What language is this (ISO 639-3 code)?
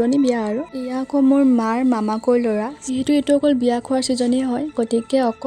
asm